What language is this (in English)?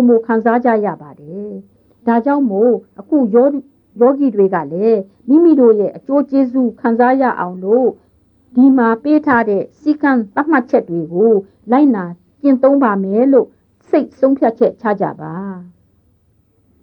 Burmese